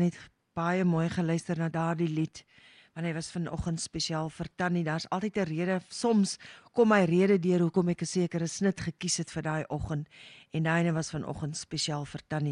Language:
Afrikaans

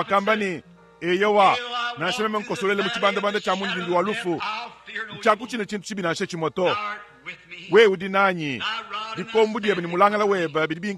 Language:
Luba-Lulua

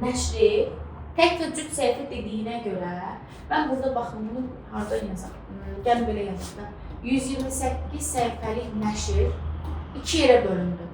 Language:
Azerbaijani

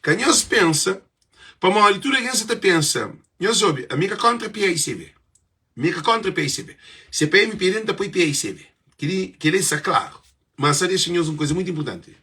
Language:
Kabuverdianu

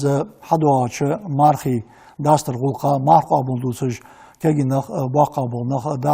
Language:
Ingush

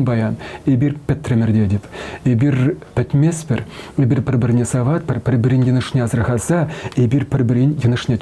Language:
Chuvash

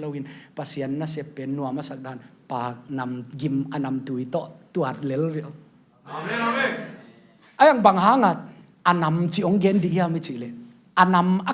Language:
Tedim Chin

